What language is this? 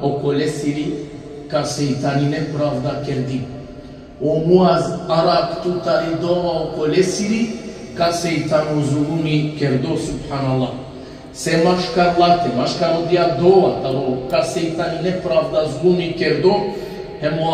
Balkan Romani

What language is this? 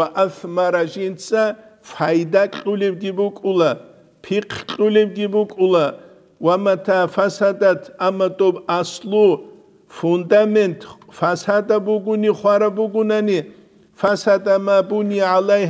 Avaric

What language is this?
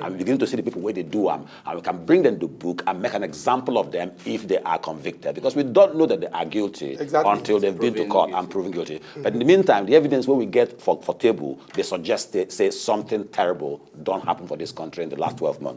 Nigerian Pidgin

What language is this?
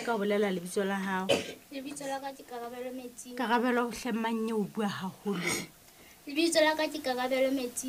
Southern Sotho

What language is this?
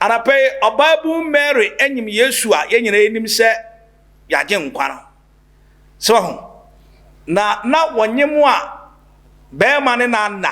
Akan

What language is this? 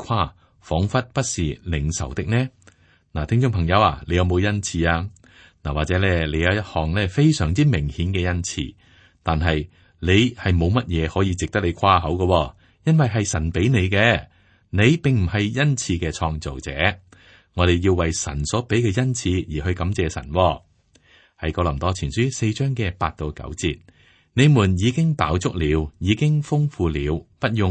Cantonese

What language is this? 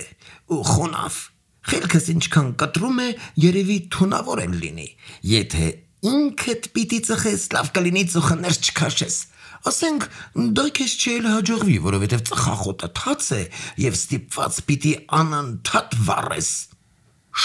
Armenian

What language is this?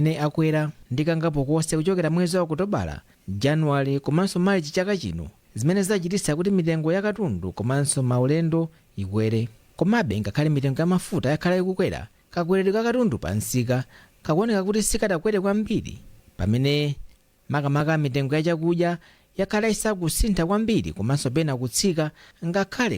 Nyanja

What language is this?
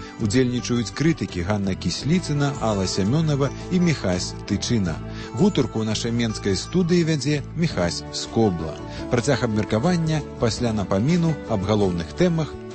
Belarusian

